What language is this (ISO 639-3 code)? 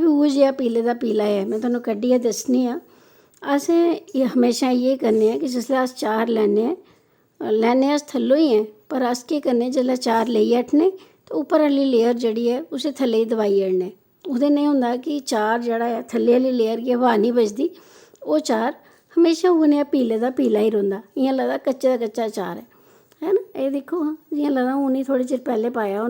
doi